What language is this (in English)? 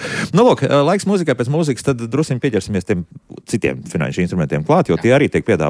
Latvian